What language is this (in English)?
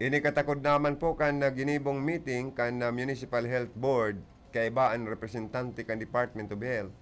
Bikol